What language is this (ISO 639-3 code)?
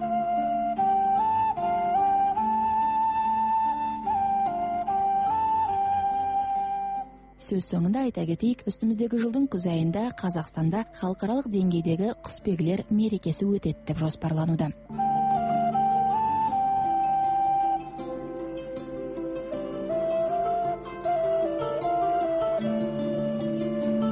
kaz